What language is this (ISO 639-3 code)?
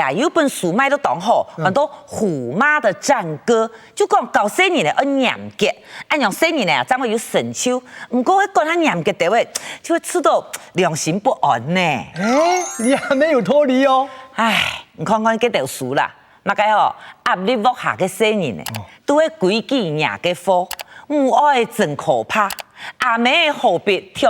hak